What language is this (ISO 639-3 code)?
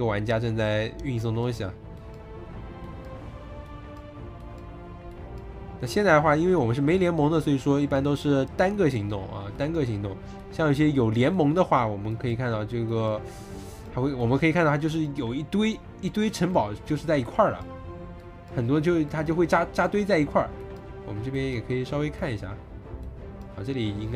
zho